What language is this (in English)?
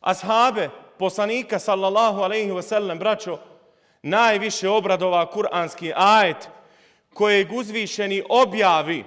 Bosnian